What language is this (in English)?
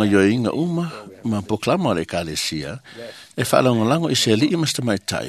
Samoan